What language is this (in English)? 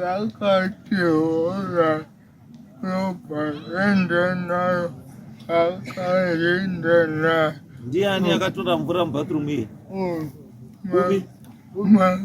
Shona